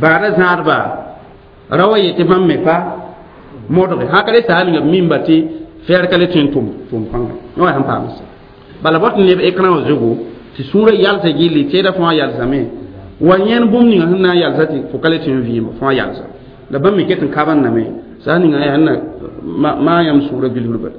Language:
Mossi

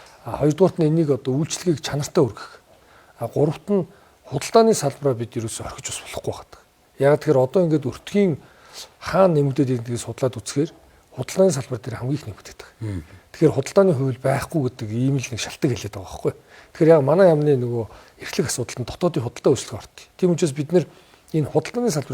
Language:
Mongolian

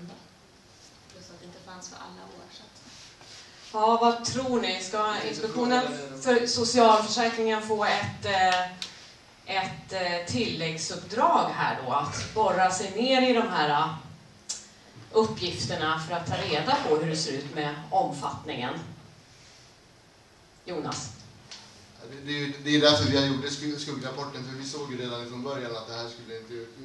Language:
Swedish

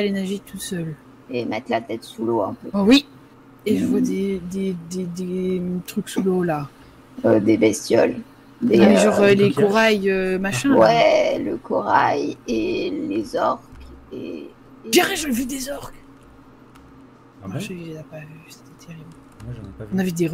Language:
French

